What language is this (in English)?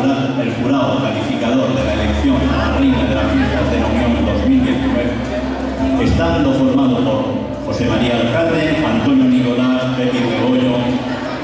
Spanish